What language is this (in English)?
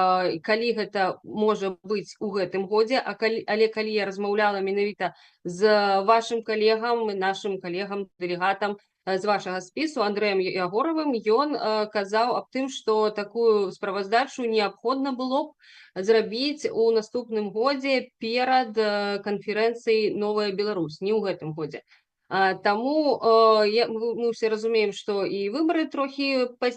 Belarusian